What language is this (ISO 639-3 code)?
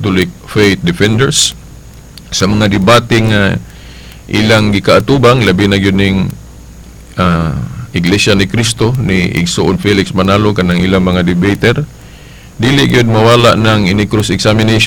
ceb